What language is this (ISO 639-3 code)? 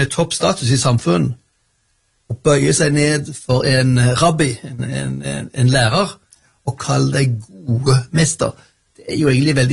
nor